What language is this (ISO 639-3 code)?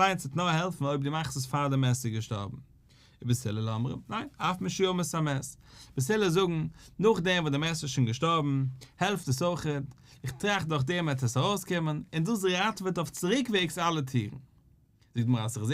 yid